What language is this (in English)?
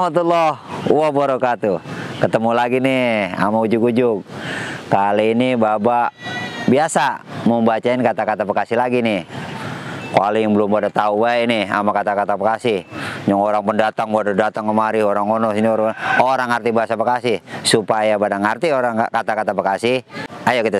Betawi